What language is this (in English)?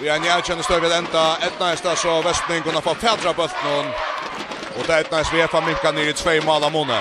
Faroese